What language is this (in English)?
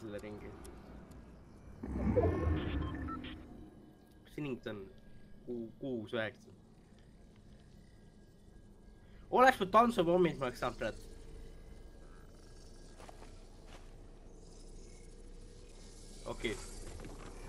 Estonian